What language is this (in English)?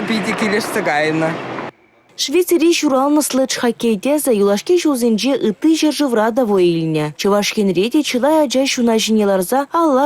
Chuvash